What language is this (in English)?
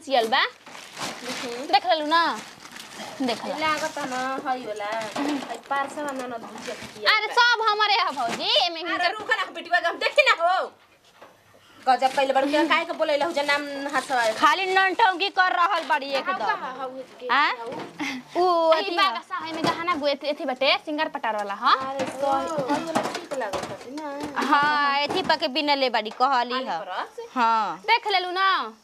Bhojpuri